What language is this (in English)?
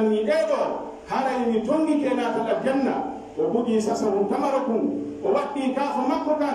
Pular